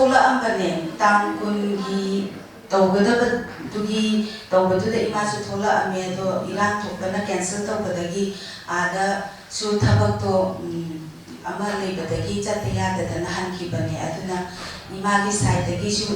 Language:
Manipuri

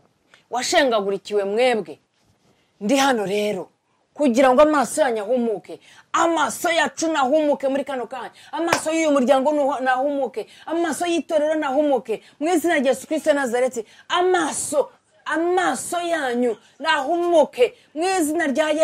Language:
Kinyarwanda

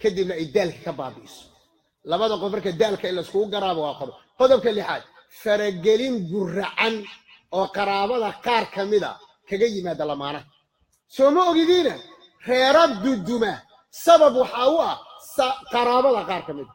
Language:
Somali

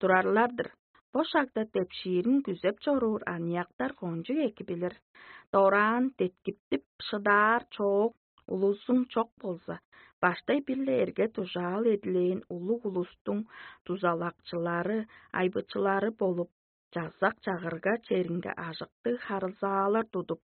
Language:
Tuvinian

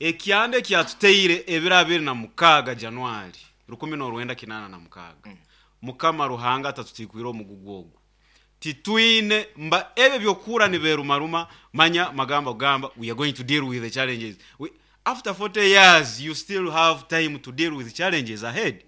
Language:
Nyankole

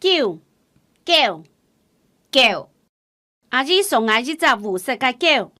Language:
Hakka Chinese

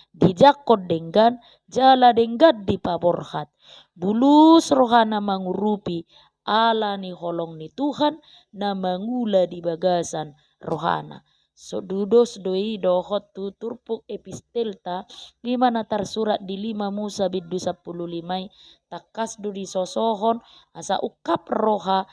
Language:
Batak Toba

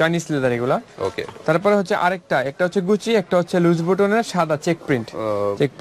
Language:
Bangla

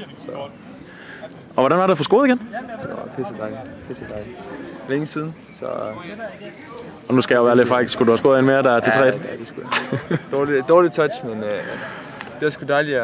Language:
Danish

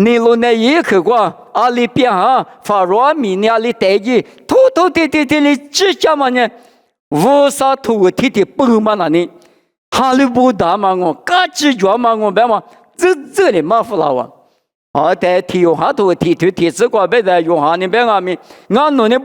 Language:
Lisu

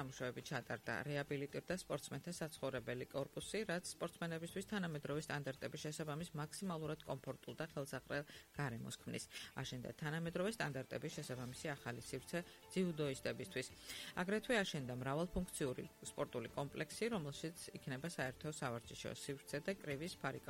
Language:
Georgian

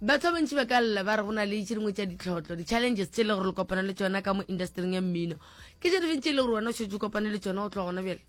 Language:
Northern Sotho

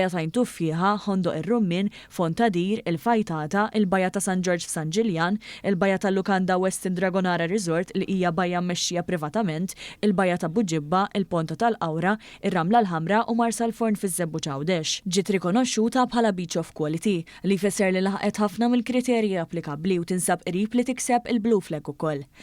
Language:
Maltese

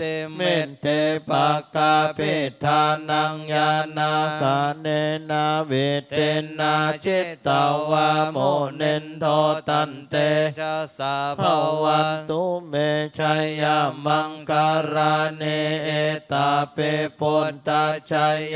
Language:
Pali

